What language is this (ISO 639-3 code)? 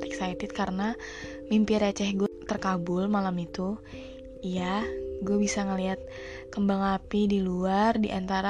ind